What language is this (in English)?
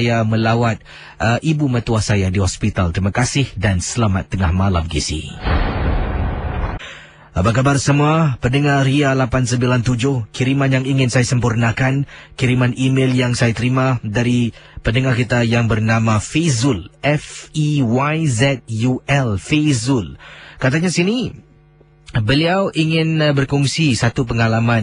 Malay